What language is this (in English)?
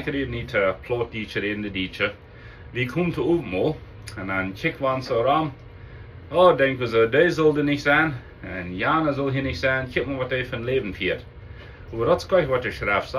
Plautdietsch